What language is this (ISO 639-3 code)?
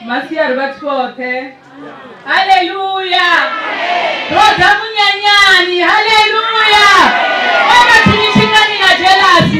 ven